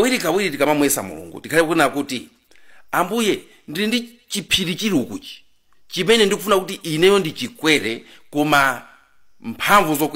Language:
Nyanja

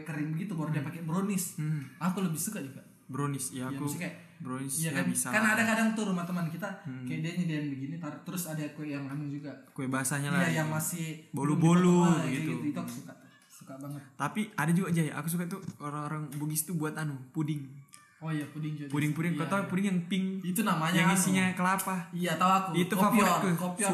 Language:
Indonesian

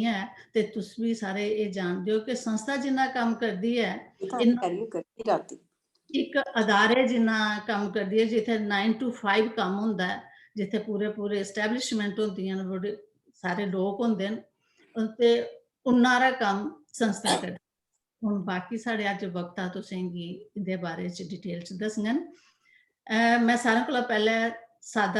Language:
Dogri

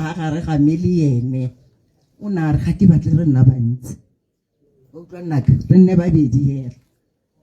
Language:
Tswana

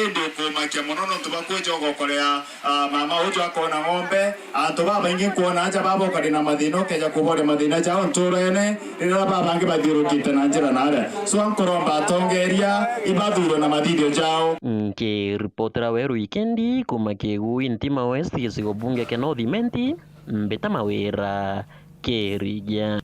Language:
Meru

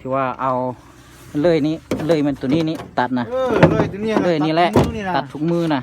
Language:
Lao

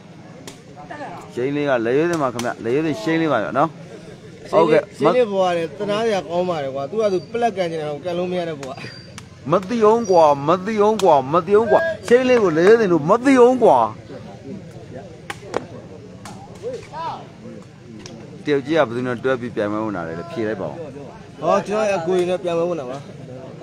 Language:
Burmese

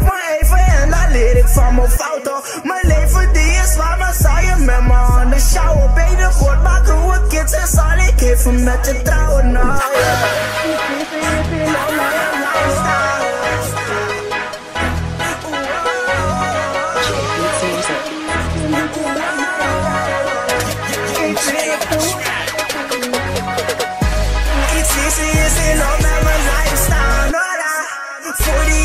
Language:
Dutch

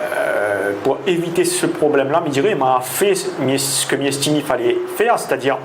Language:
Réunion Creole French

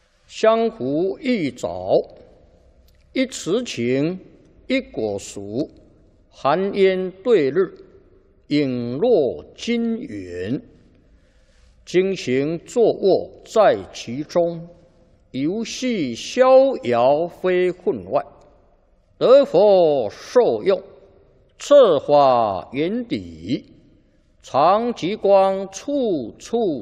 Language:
Chinese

